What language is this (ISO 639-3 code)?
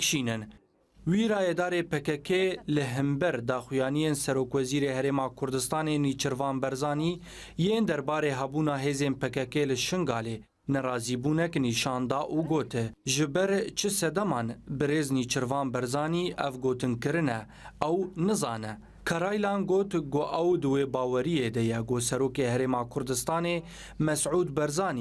kur